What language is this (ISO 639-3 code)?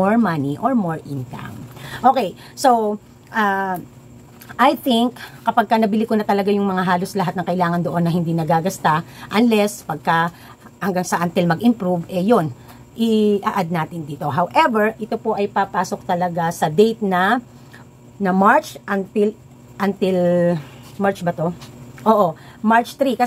fil